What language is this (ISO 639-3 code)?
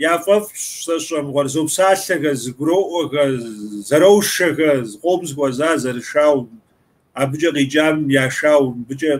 kbd